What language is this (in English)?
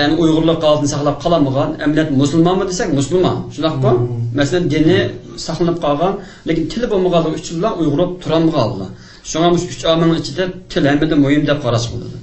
Uyghur